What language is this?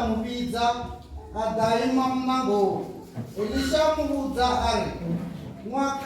Venda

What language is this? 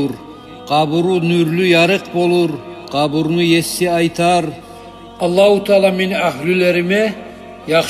Kumyk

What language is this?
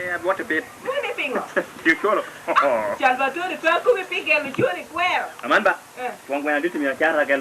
Lango (Uganda)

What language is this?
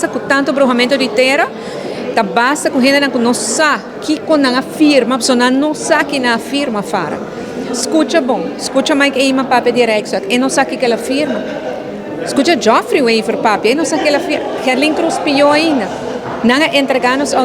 Papiamento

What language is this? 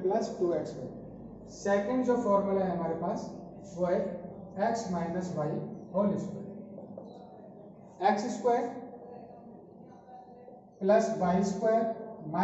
Hindi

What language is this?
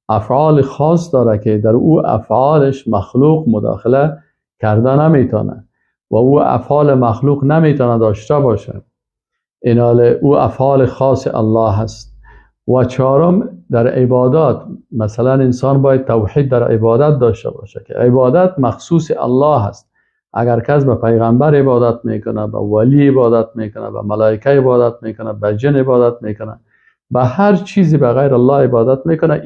Persian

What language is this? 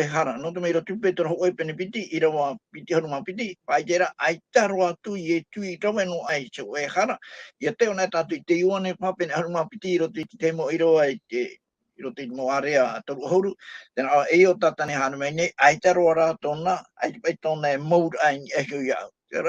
Tahitian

